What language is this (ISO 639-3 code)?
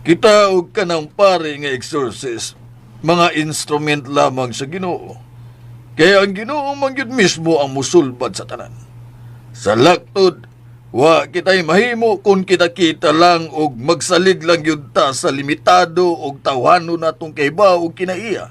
ceb